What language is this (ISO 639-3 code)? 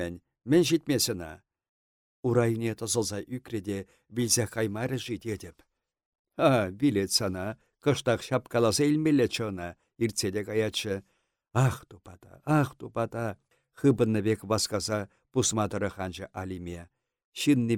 chv